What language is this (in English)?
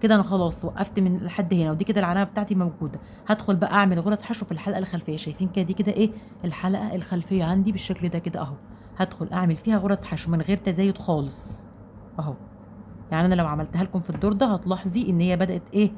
Egyptian Arabic